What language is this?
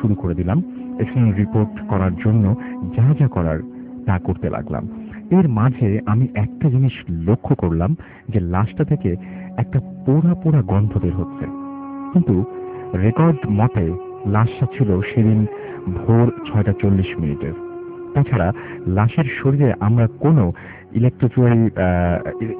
Bangla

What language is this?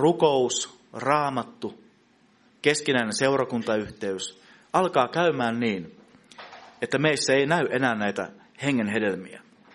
Finnish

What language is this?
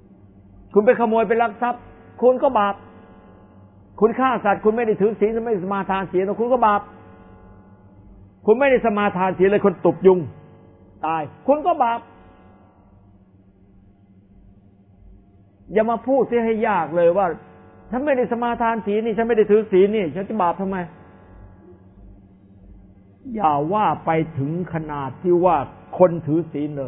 Thai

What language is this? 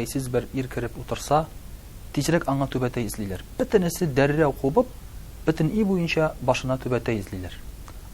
Tatar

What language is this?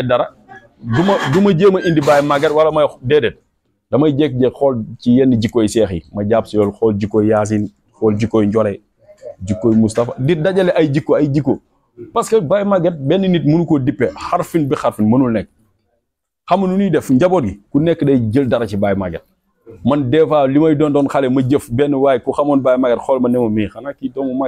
Wolof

